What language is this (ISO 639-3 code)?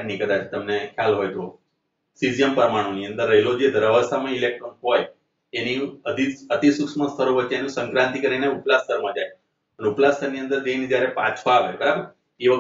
guj